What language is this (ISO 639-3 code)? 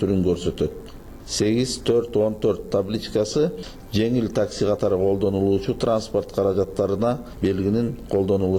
kir